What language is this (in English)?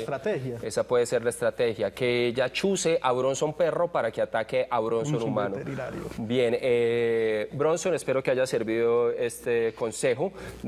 Spanish